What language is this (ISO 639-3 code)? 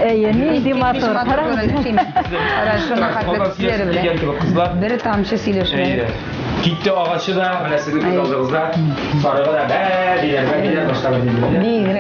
tat